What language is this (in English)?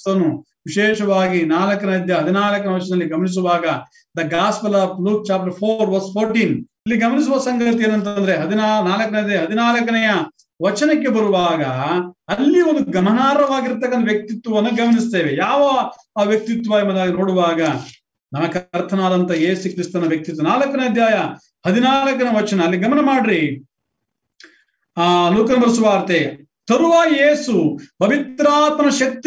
Kannada